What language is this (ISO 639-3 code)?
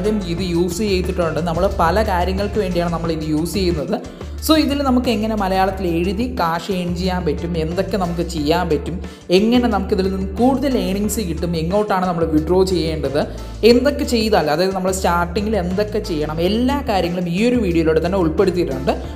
mal